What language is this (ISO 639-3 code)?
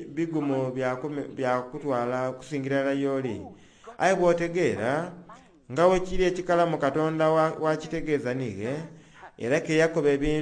xog